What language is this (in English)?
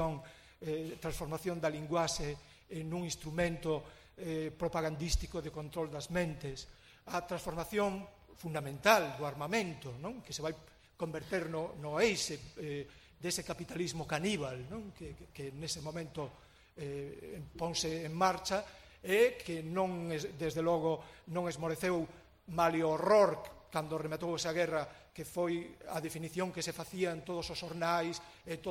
Galician